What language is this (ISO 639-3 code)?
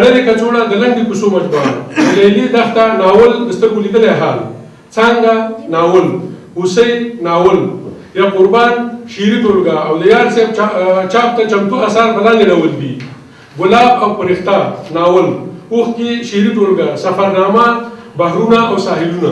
pus